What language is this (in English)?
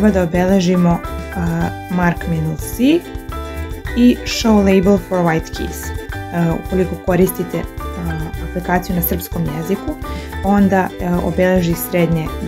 Serbian